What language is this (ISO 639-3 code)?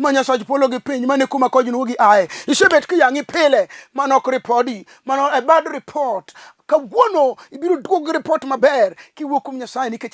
luo